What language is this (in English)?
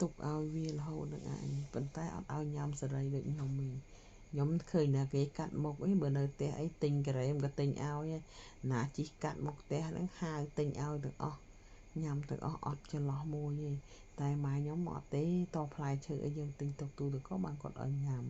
Khmer